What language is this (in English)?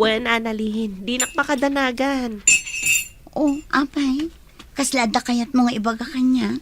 Iloko